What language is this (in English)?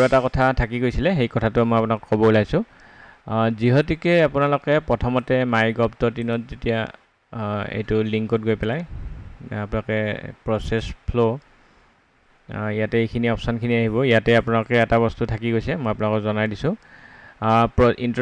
Assamese